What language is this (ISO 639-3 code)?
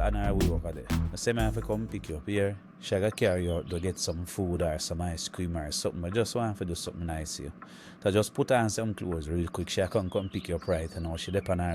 jam